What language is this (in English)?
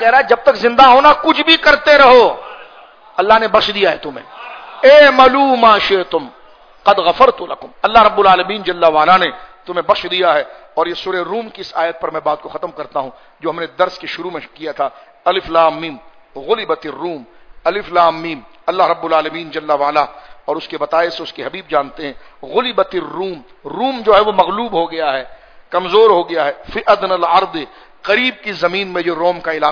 Urdu